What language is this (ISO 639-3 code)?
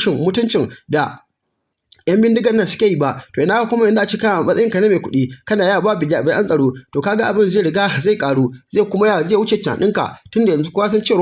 hau